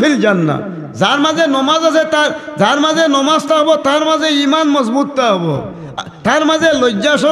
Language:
Sylheti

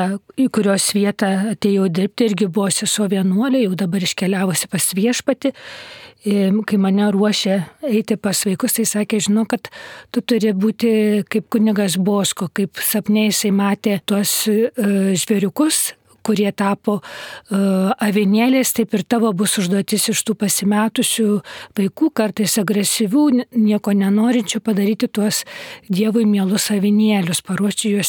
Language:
Lithuanian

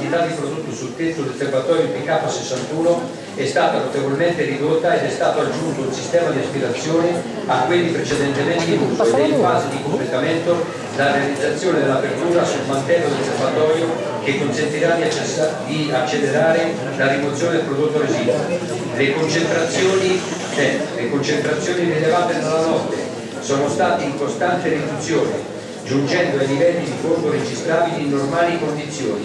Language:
Italian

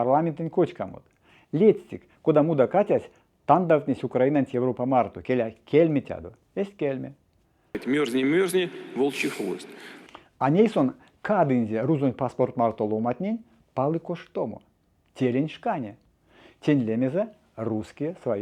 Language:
Erzya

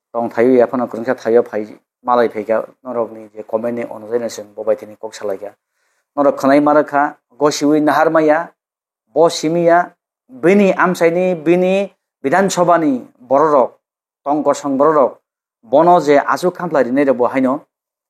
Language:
Kok Borok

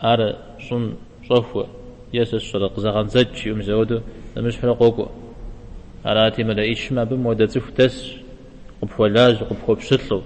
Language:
Kabardian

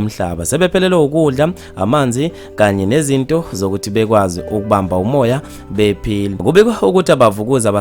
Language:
Zulu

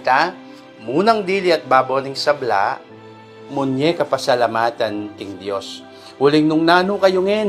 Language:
Pampanga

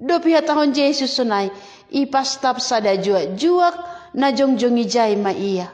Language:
Batak Simalungun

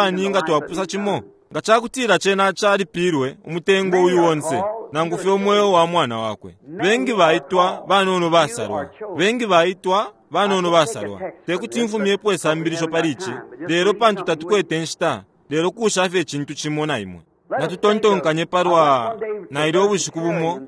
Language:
Bemba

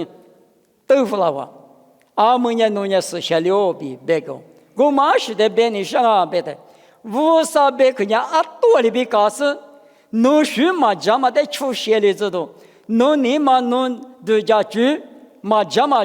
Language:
Lisu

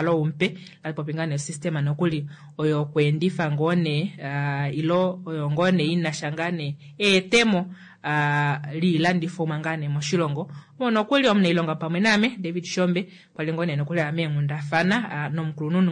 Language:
Kuanyama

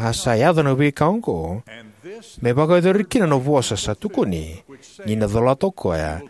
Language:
Fijian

